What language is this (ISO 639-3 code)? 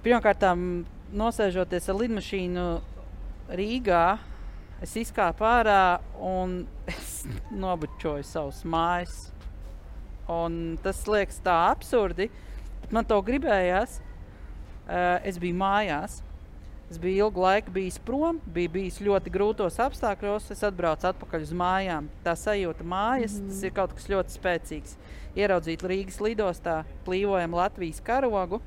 lav